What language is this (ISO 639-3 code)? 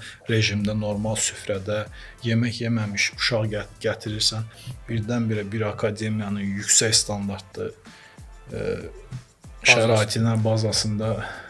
aze